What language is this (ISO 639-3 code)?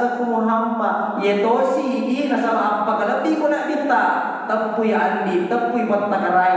bug